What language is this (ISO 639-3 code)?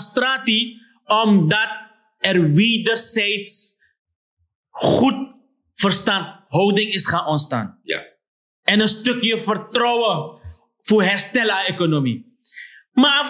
srn